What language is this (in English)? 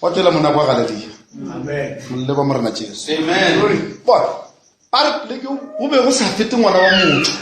Northern Sotho